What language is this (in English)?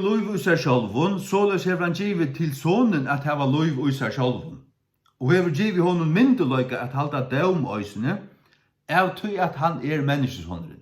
Faroese